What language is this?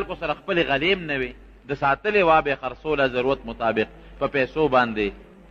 Pashto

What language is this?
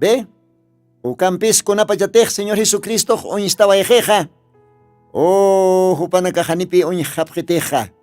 Aymara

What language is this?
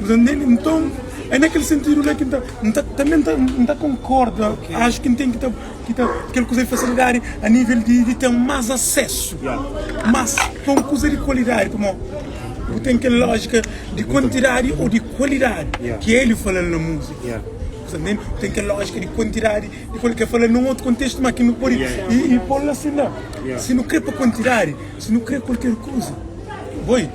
Kabuverdianu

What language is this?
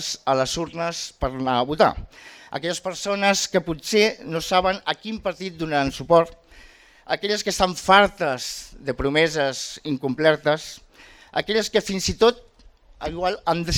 Catalan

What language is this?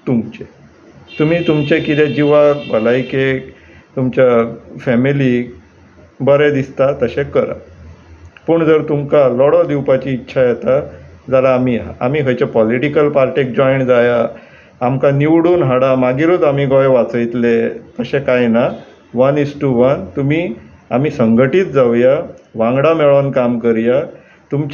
Konkani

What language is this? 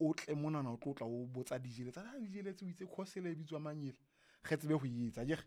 Southern Sotho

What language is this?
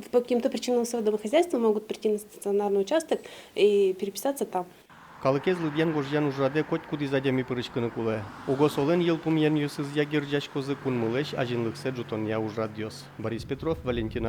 Udmurt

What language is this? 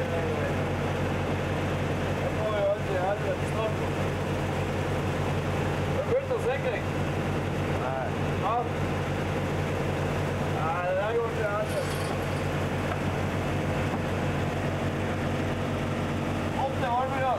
Norwegian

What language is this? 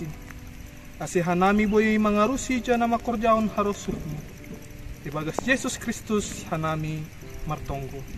Batak Simalungun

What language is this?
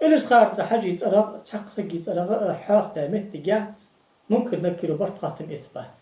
Ingush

